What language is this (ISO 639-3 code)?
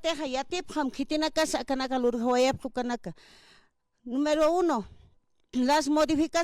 aym